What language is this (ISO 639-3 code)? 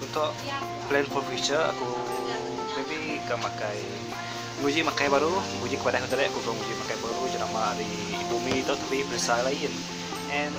iba